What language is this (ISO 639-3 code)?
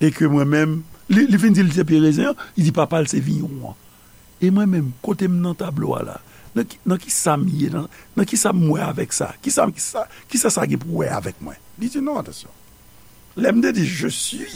hat